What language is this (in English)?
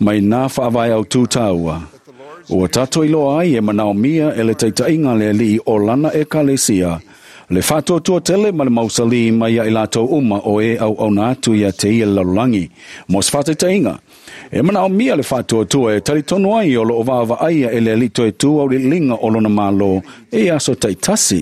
Samoan